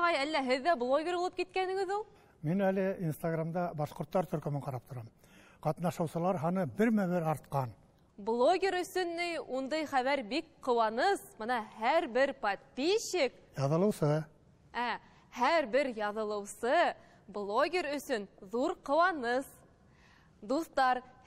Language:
Bashkir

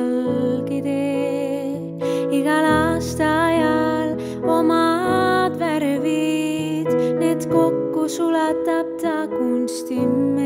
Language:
Estonian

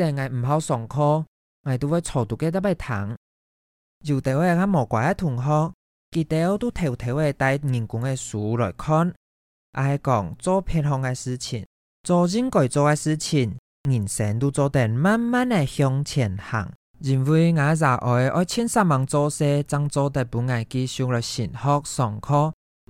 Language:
Hakka Chinese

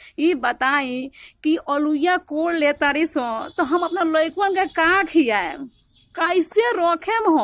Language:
Bhojpuri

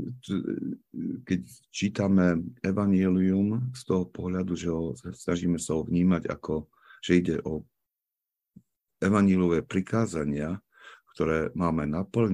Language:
Slovak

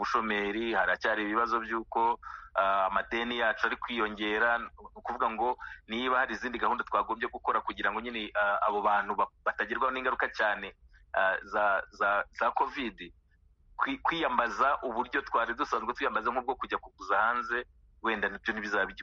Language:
Kinyarwanda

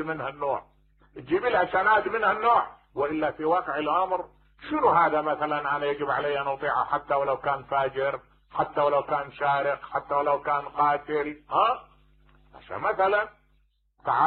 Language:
Mesopotamian Arabic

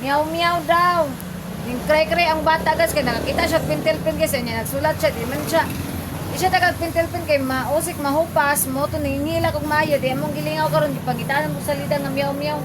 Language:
Cebuano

